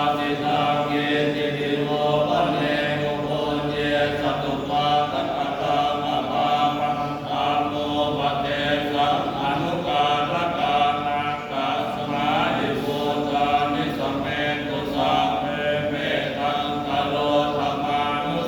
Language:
Pali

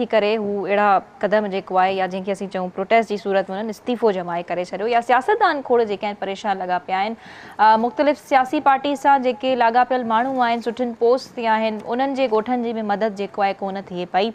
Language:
Sindhi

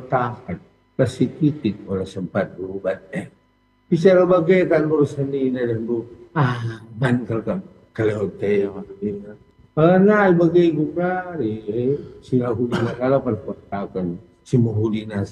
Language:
Batak Karo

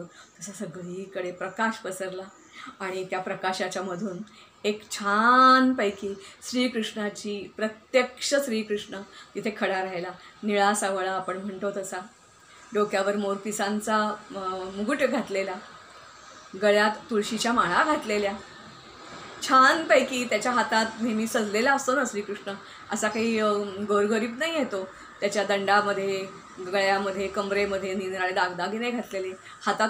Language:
Marathi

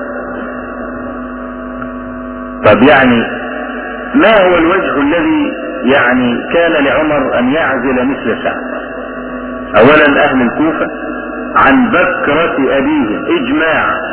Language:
Arabic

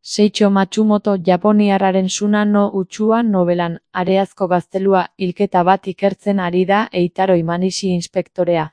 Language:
Basque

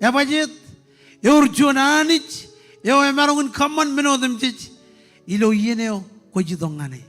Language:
Marshallese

